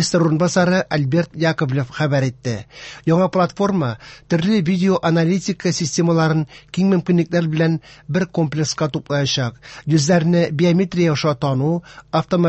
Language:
Tatar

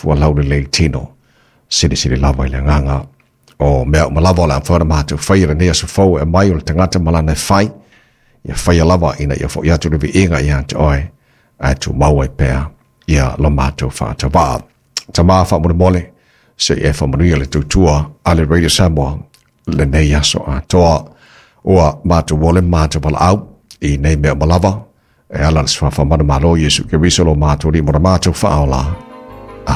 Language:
Samoan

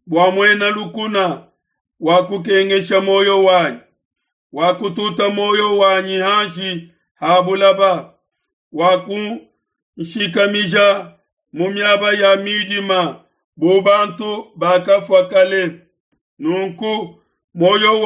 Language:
Luba-Lulua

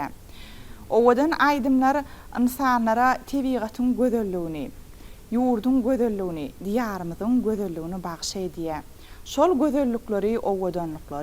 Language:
Turkmen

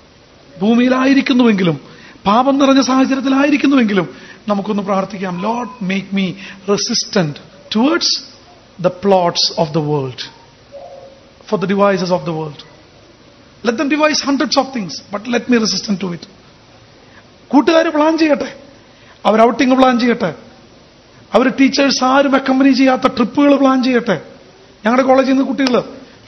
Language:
Malayalam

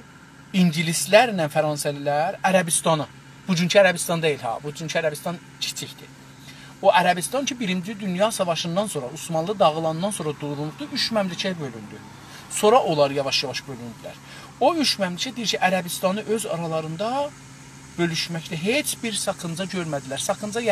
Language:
South Azerbaijani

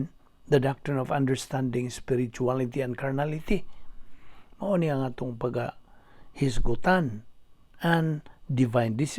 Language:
Cebuano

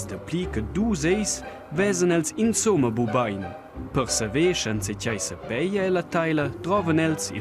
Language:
Romansh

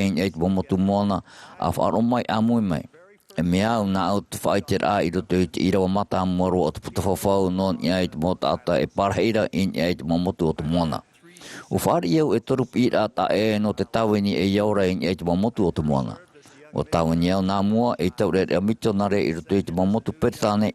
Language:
Tahitian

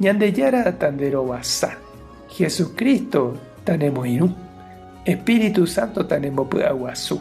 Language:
Guarani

